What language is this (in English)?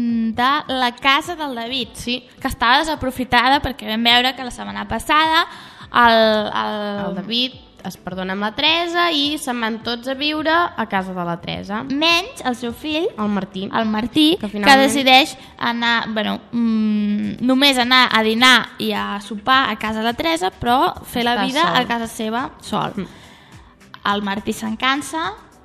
Catalan